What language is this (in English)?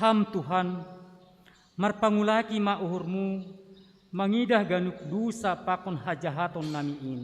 Batak Simalungun